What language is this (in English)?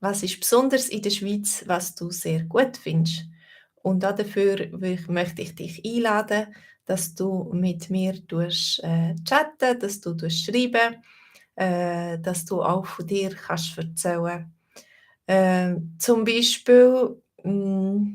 Swiss German